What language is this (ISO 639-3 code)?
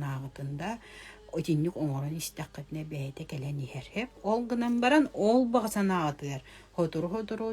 sah